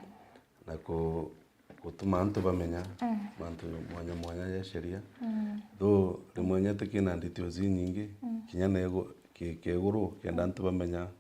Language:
Meru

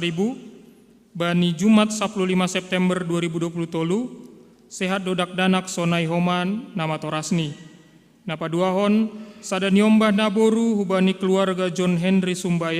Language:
Batak Simalungun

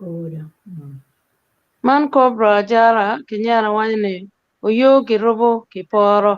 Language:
Acoli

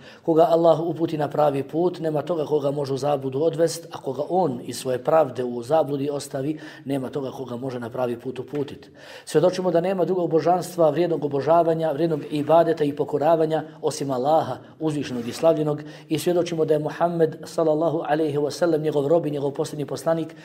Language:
Bosnian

